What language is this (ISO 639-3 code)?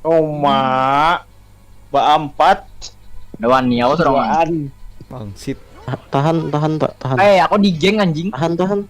bjn